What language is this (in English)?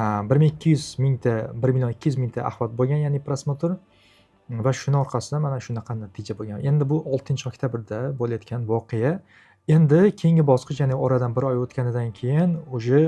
Uzbek